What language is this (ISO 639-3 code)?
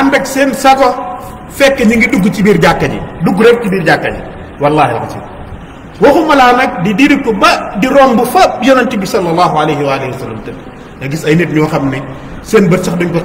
wol